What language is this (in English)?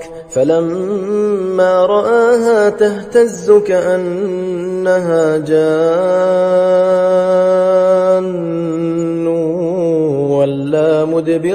Arabic